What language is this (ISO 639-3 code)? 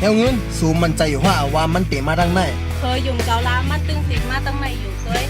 shn